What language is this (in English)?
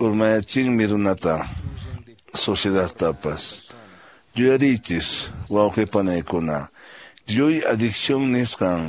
Quechua